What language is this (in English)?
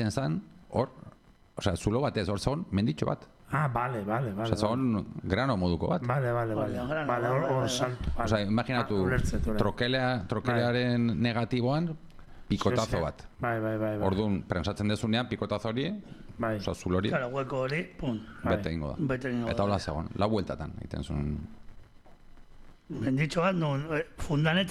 Basque